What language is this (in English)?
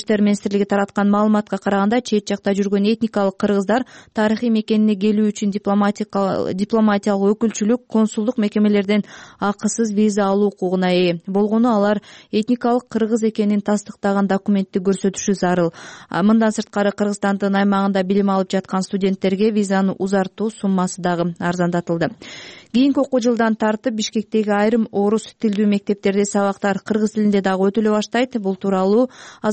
Kyrgyz